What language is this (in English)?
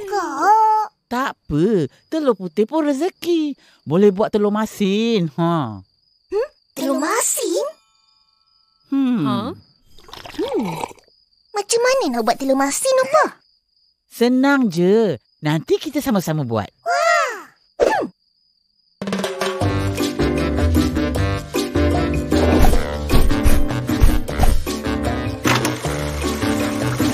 Malay